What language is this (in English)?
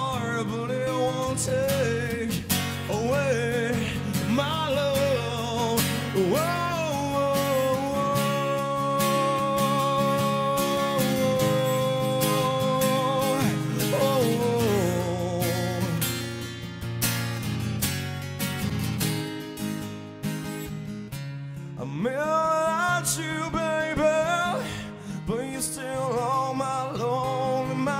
English